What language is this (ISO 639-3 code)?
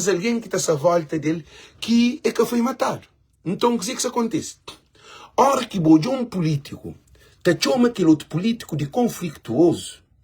kea